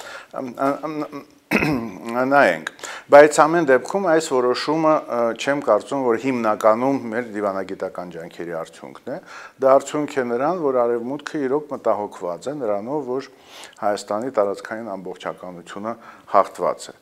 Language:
Armenian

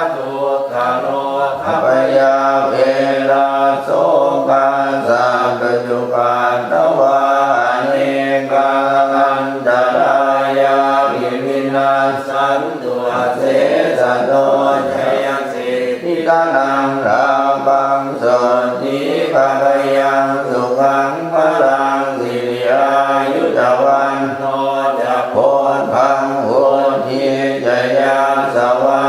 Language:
Pali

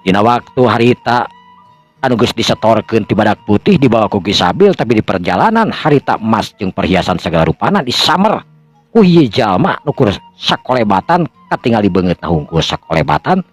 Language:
Sundanese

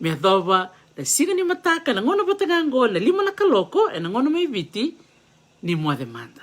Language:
Fijian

